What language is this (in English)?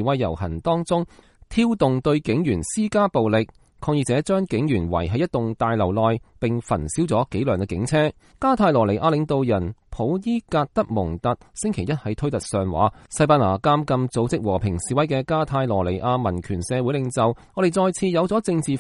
Cantonese